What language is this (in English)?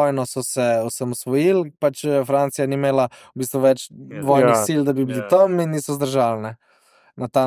Slovenian